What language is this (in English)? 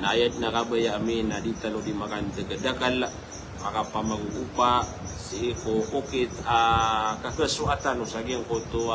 Maranao